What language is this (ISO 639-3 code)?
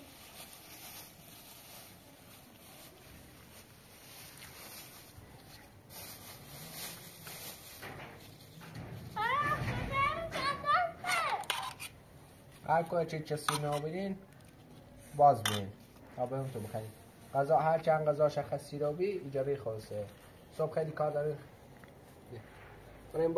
fas